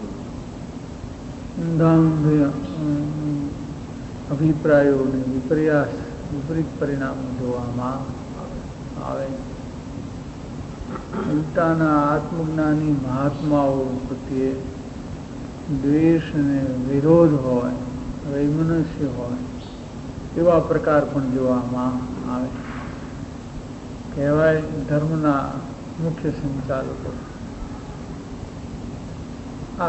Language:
Gujarati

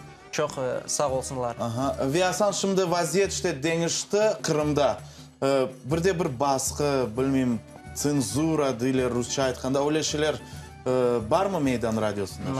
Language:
Crimean Tatar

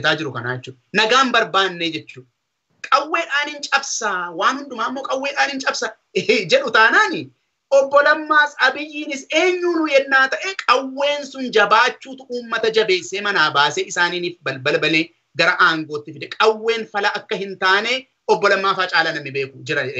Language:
Oromo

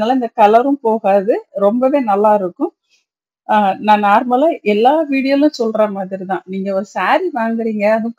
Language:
Tamil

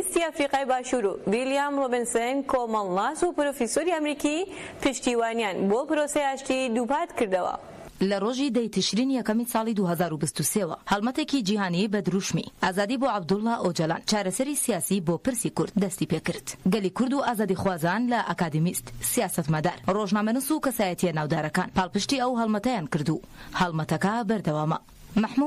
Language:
Central Kurdish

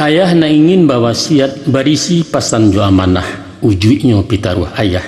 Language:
Minangkabau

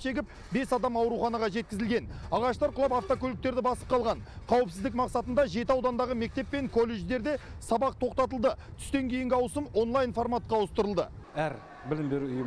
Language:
Kazakh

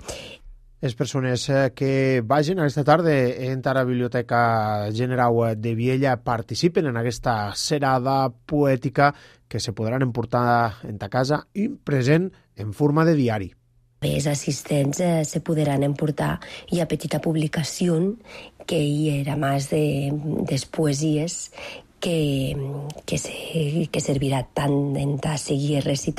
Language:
Catalan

